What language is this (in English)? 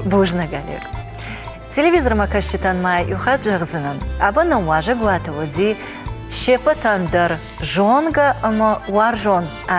Ossetic